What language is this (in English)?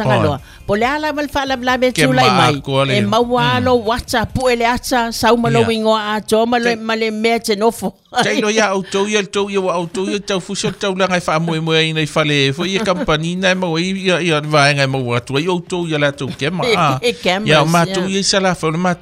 Samoan